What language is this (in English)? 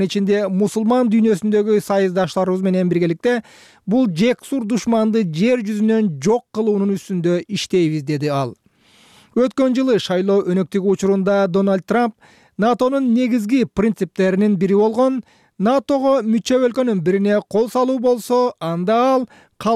Kyrgyz